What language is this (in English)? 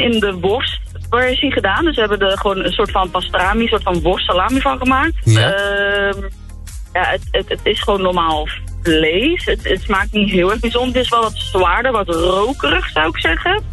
Dutch